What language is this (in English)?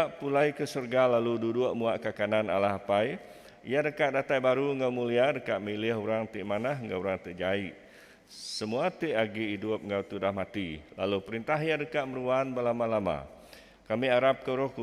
Iban